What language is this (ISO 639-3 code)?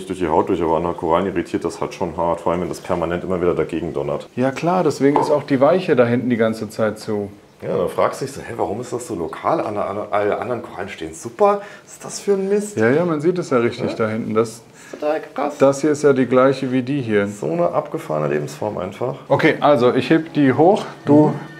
deu